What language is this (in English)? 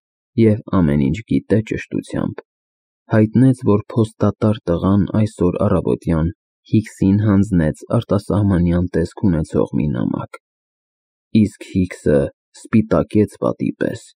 Armenian